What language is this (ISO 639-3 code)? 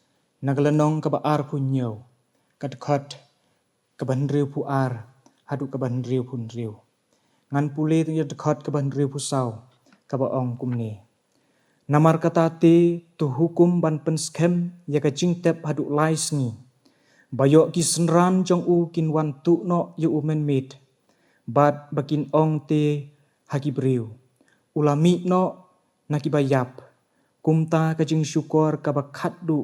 kha